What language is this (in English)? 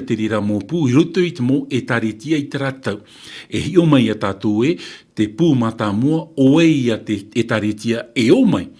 Tahitian